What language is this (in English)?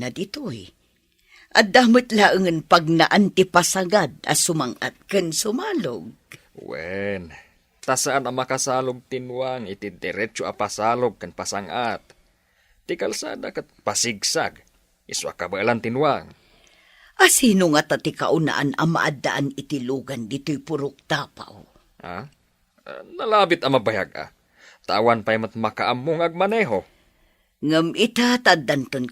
Iloko